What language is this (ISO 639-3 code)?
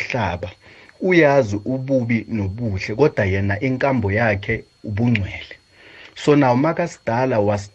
nbl